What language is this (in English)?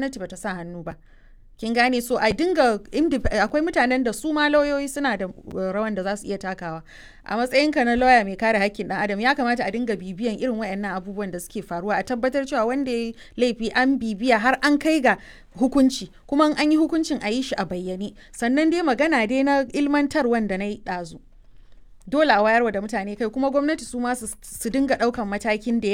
Hausa